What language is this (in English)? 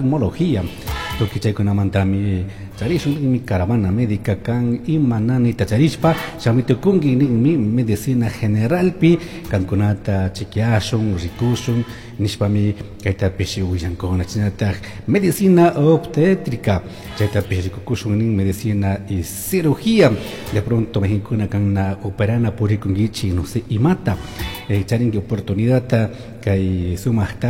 Chimborazo Highland Quichua